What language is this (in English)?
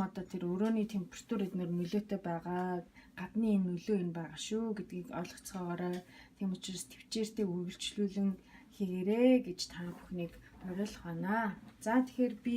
Mongolian